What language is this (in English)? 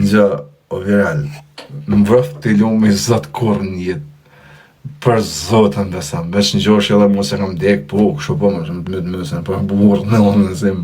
Albanian